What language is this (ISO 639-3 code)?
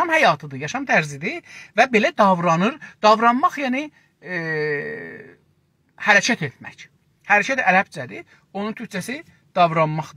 azb